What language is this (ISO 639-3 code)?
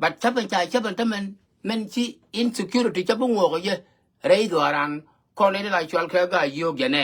nus